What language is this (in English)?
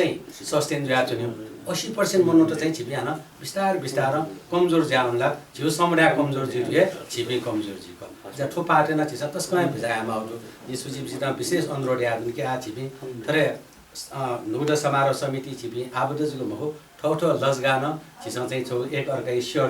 Newari